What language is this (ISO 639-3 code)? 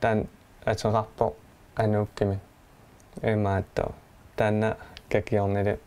kal